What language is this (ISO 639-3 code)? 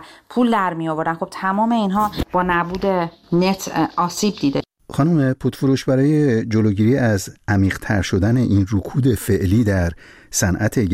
fas